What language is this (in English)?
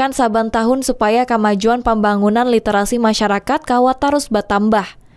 Banjar